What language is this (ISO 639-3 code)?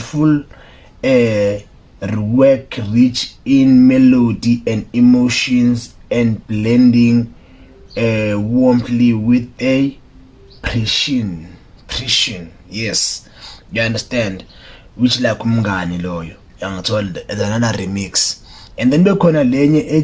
zul